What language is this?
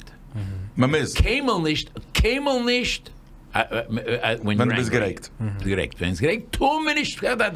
Yiddish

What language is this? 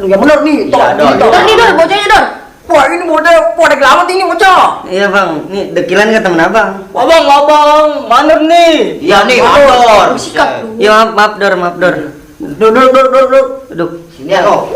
Betawi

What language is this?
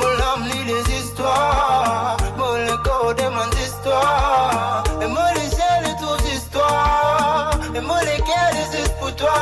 Morisyen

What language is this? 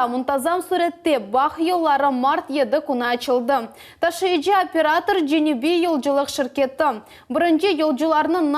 Crimean Tatar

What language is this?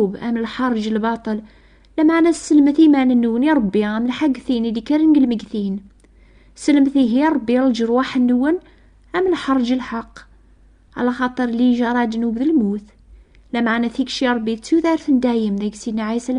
Kabyle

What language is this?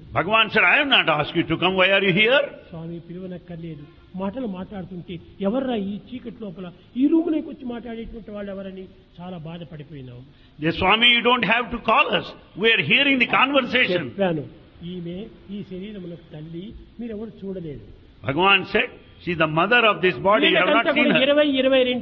Telugu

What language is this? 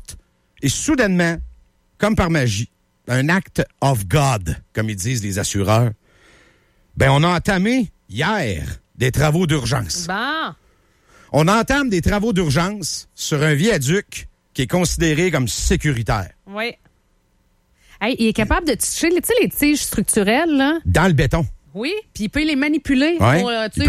French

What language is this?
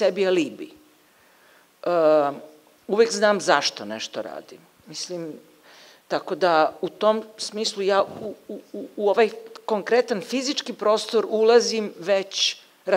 Serbian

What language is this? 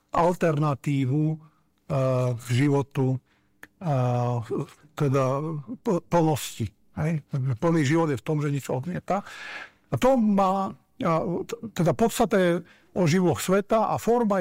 Slovak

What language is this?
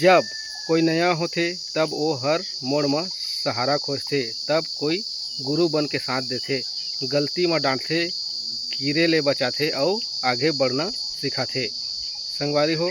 Chhattisgarhi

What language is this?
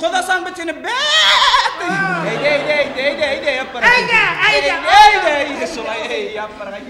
Bashkir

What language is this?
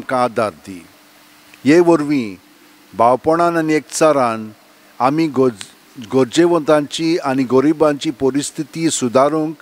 Konkani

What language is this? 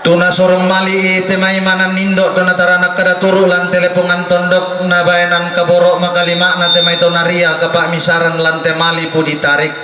Toraja-Sa'dan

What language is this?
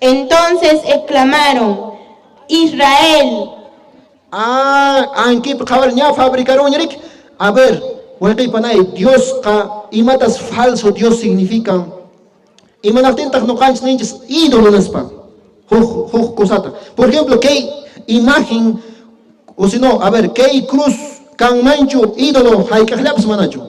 Quechua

